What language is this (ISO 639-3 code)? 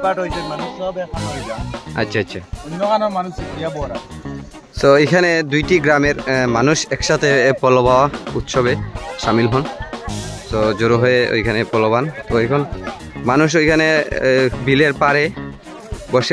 ben